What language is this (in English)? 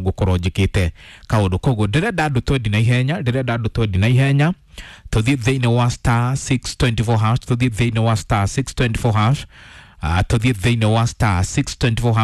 Kikuyu